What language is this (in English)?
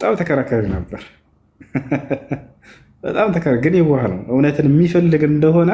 Amharic